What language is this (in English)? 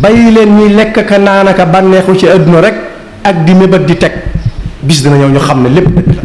Wolof